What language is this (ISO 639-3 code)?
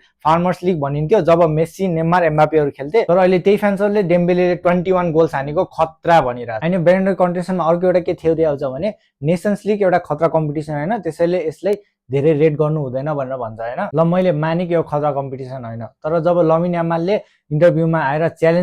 nep